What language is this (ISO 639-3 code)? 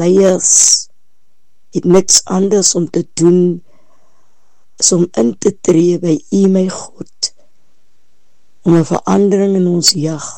afr